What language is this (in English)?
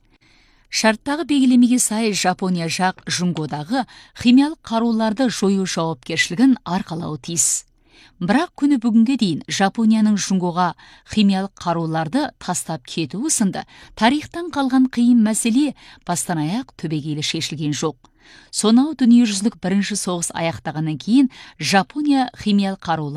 Kazakh